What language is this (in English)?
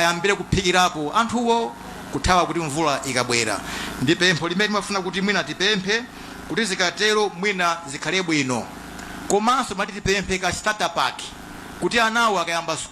Nyanja